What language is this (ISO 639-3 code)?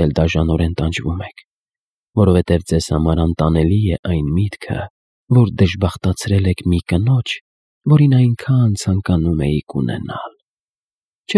hye